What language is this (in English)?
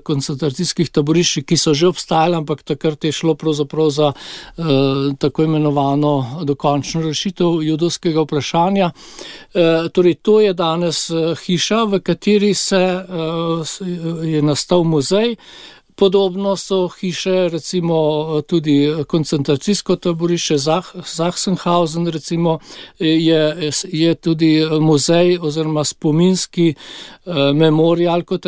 Slovenian